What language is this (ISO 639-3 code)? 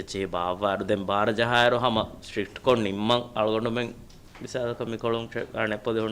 div